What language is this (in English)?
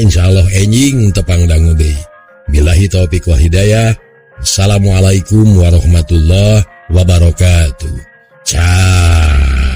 Sundanese